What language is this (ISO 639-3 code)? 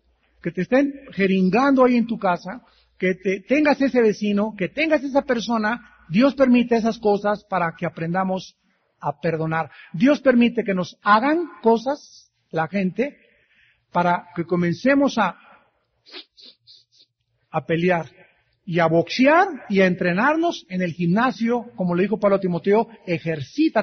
spa